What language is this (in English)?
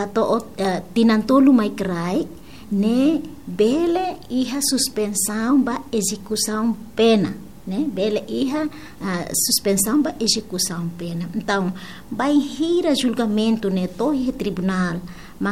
Tetum